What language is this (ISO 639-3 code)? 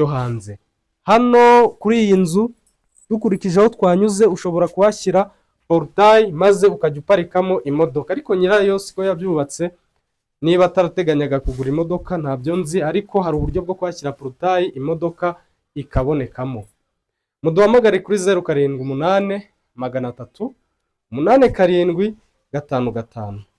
kin